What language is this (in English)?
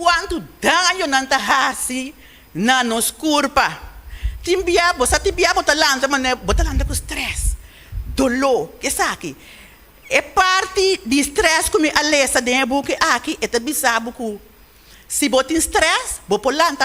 Papiamento